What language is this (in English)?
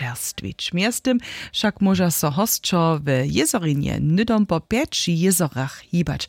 Upper Sorbian